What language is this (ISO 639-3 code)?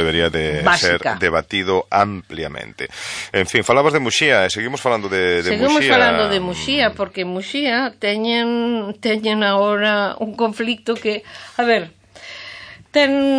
glg